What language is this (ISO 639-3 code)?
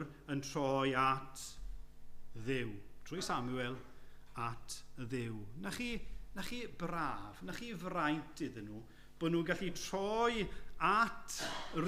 cym